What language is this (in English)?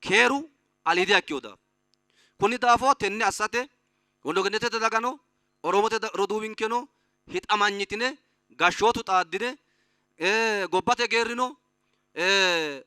Sidamo